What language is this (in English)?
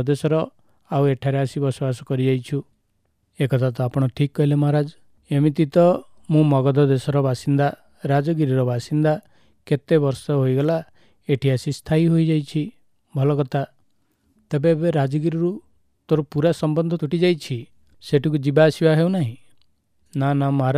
Odia